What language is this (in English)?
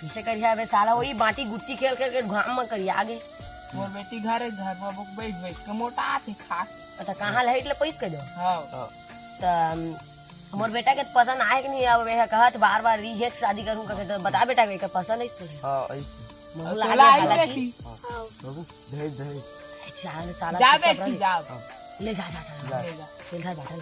Chhattisgarhi